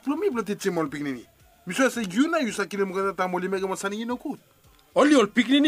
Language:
Bislama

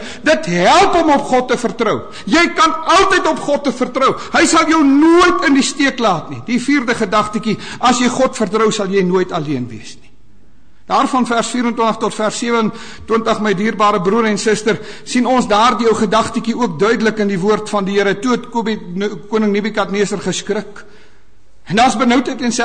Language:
Afrikaans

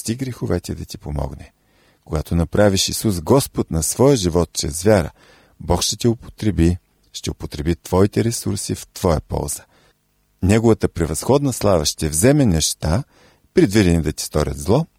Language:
Bulgarian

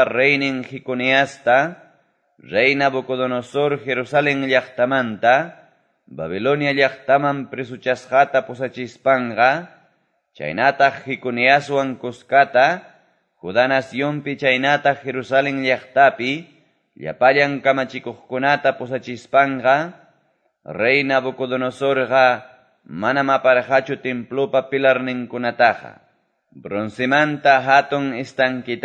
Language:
Quechua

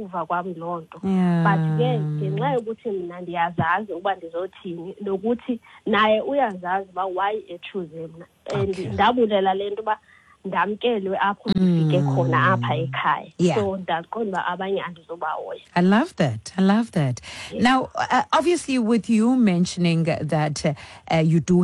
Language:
Xhosa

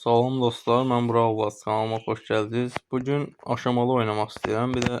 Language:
Azerbaijani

